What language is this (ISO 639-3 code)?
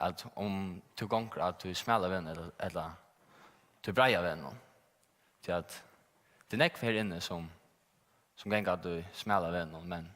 fao